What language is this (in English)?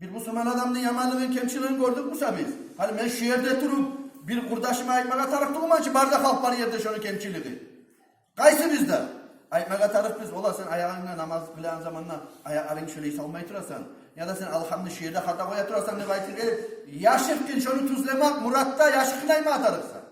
Kumyk